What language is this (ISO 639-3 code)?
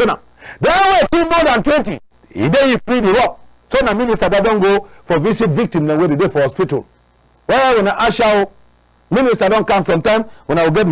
wes